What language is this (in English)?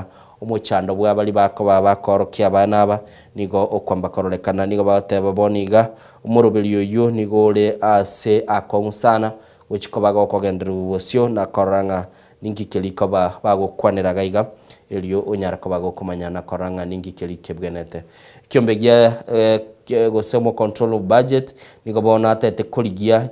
Gusii